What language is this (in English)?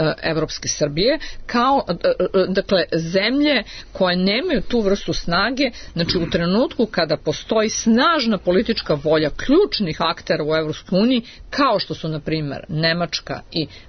Serbian